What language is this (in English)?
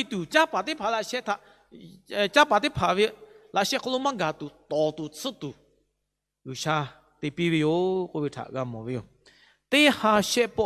Lahu